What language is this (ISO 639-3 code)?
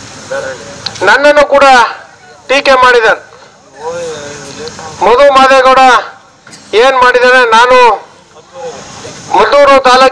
kan